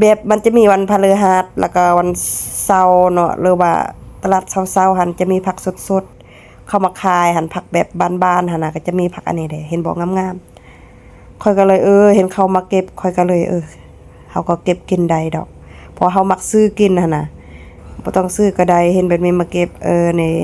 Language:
Lao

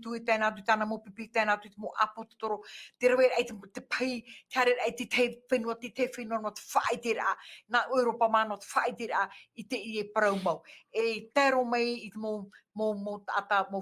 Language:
Tahitian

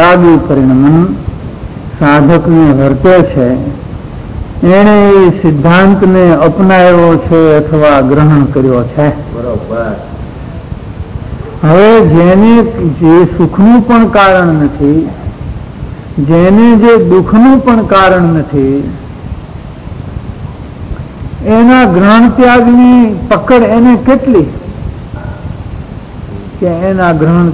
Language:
Gujarati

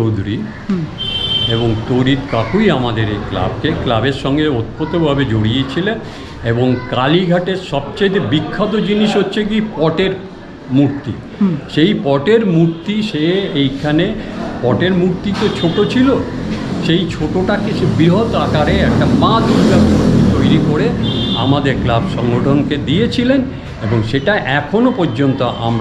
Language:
Bangla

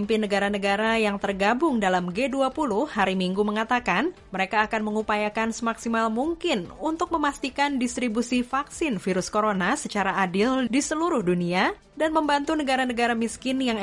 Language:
Indonesian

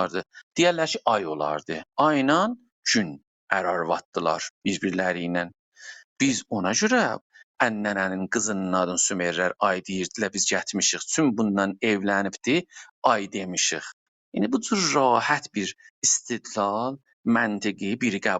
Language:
South Azerbaijani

